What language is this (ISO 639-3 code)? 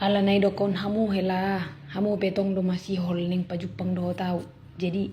bbc